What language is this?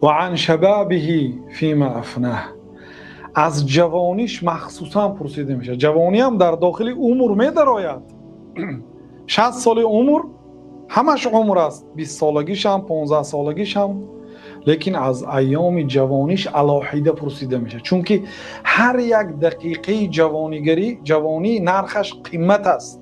Tajik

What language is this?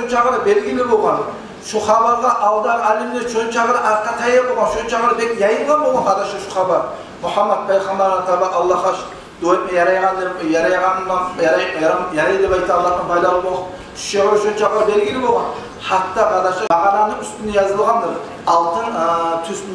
Kumyk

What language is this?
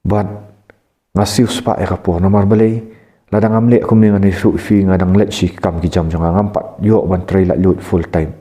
Khasi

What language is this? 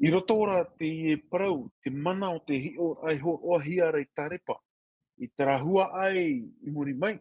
Tahitian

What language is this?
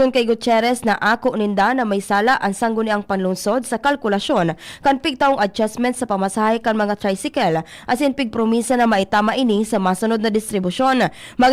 Bikol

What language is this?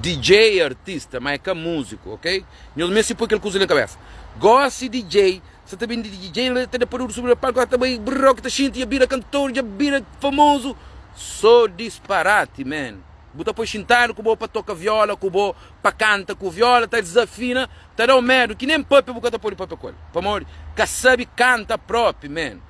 Kabuverdianu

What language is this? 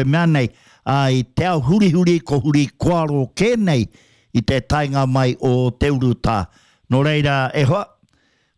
Māori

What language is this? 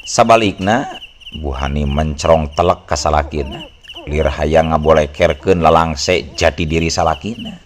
Sundanese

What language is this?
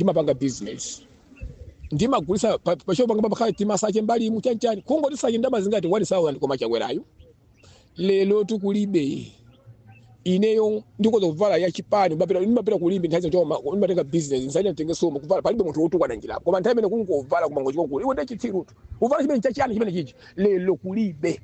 Nyanja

